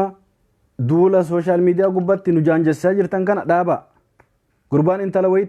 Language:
Oromo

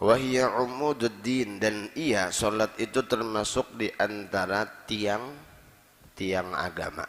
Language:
Banjar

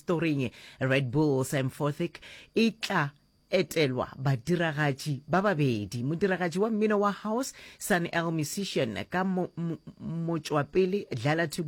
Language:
Northern Sotho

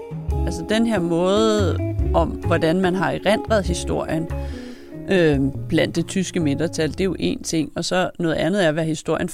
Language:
Danish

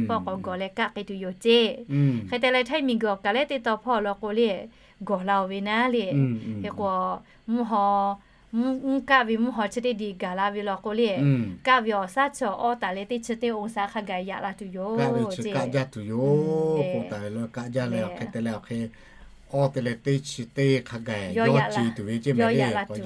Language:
Lahu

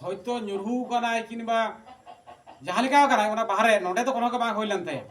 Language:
Santali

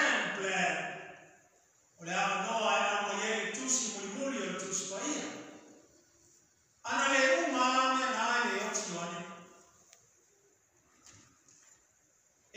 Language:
Samoan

